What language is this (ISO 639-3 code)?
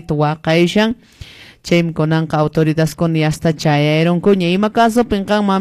que